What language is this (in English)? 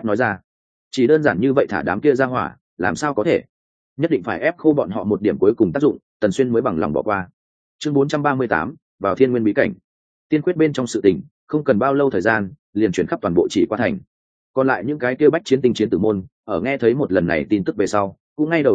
Vietnamese